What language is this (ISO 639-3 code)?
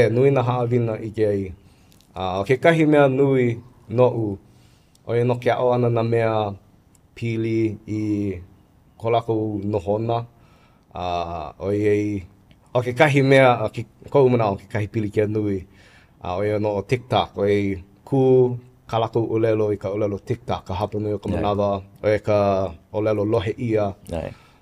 haw